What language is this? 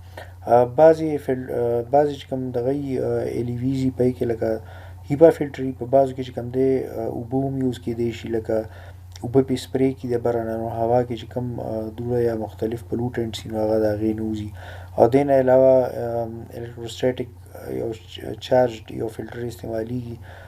Pashto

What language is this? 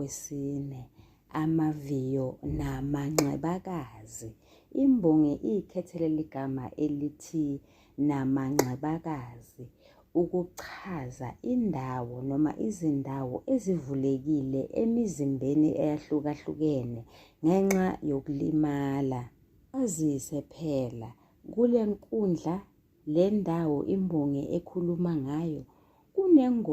Zulu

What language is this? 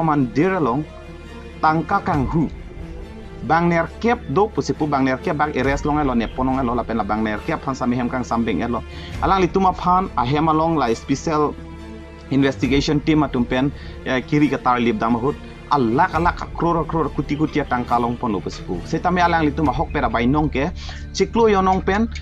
Karbi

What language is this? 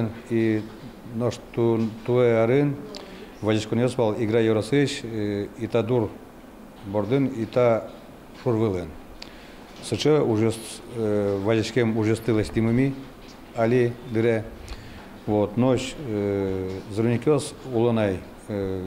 Udmurt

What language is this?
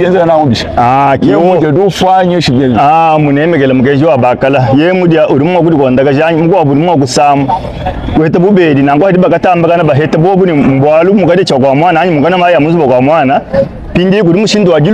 Luba-Lulua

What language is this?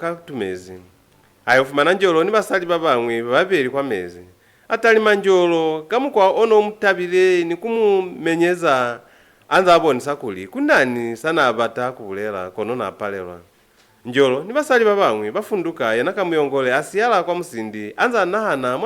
Lozi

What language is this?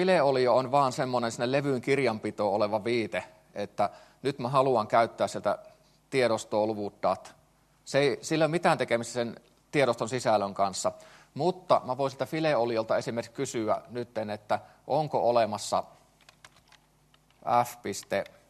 Finnish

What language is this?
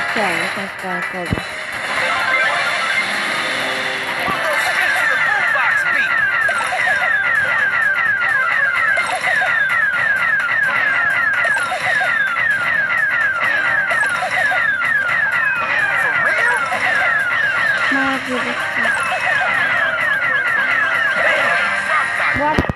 Bulgarian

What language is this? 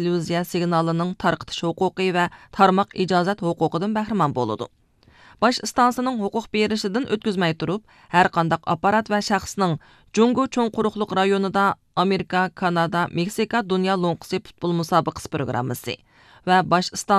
Uyghur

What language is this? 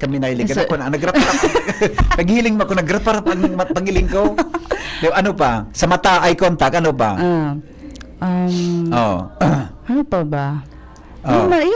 Bikol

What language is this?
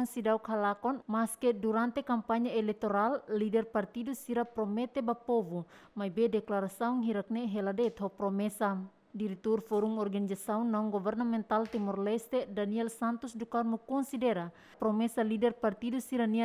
Tetum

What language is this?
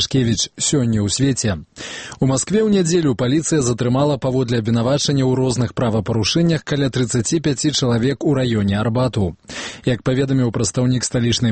Belarusian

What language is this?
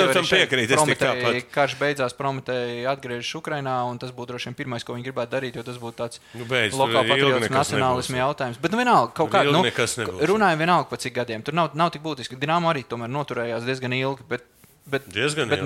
Latvian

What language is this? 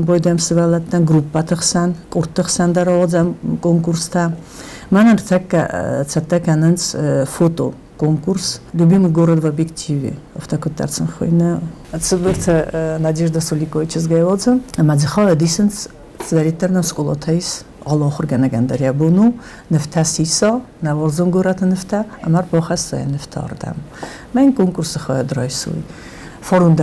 Ossetic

